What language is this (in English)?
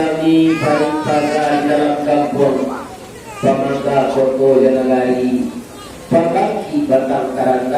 Minangkabau